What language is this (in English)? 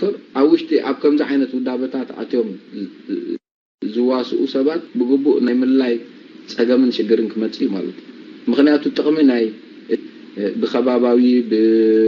Tigrinya